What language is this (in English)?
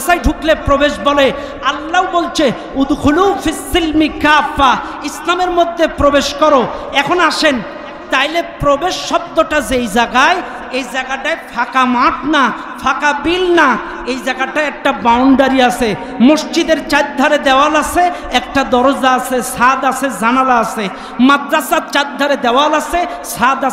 Bangla